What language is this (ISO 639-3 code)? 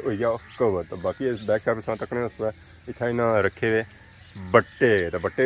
phr